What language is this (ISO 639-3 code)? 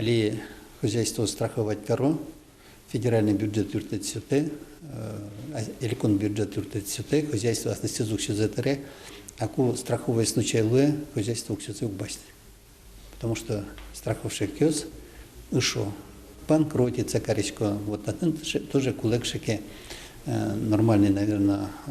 udm